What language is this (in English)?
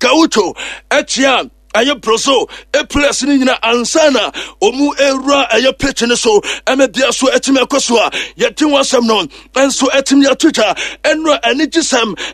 Akan